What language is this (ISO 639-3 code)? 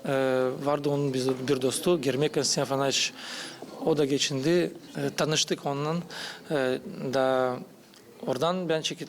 gag